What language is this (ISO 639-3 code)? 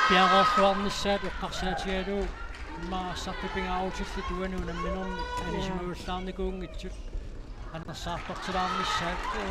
kal